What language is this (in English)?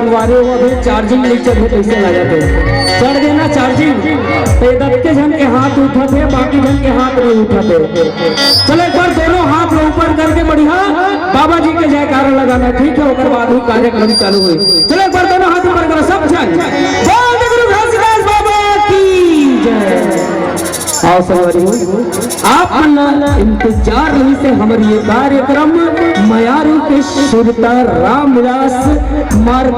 Chhattisgarhi